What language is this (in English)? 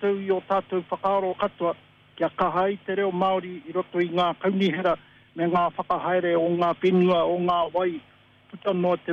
Māori